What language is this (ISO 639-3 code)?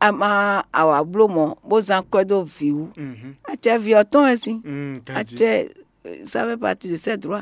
fon